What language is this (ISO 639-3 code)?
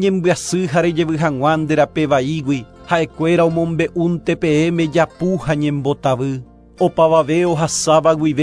grn